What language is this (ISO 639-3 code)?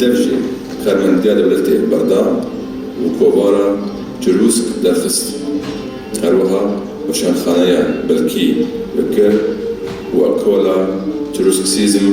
kur